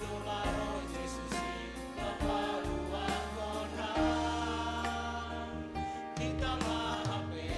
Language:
Batak Simalungun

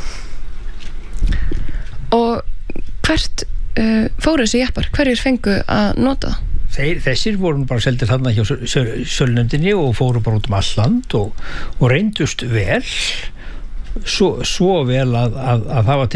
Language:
Icelandic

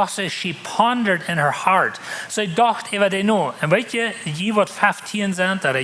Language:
Plautdietsch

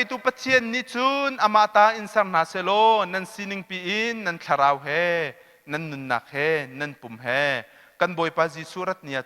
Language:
Hakha Chin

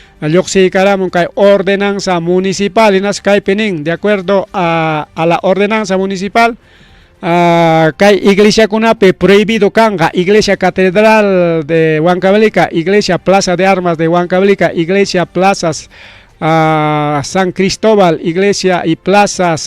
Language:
Ayacucho Quechua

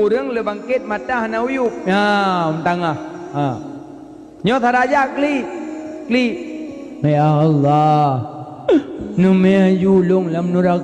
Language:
Achinese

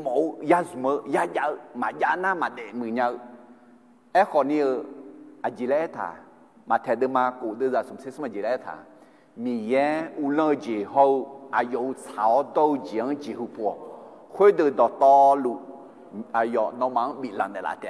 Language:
Akha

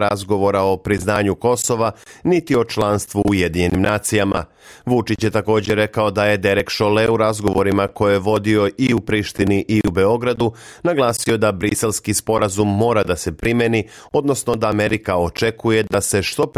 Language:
Serbian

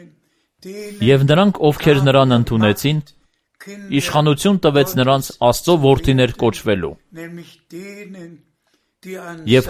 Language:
Armenian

